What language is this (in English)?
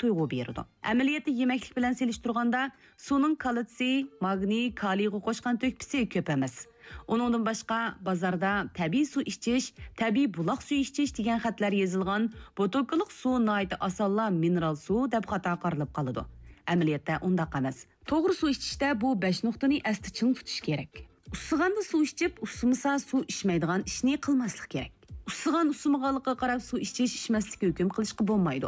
Uyghur